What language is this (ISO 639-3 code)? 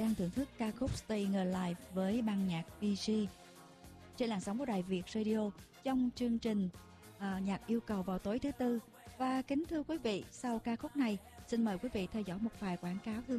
vie